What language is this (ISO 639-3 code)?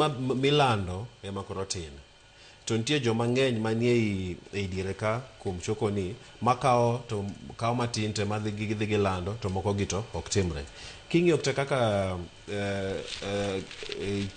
luo